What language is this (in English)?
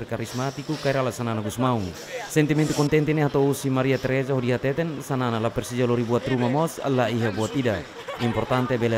Tetum